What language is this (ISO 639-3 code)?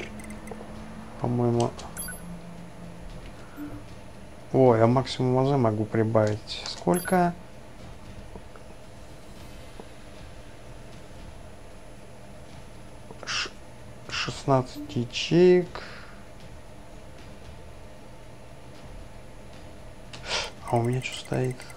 rus